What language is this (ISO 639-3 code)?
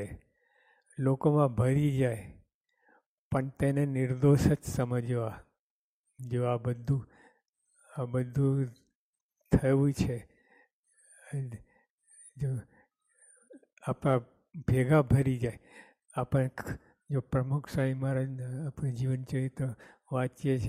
guj